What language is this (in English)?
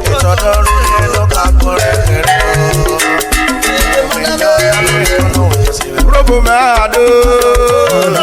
Urhobo